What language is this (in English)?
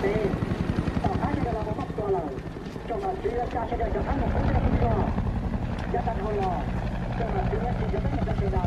Hmong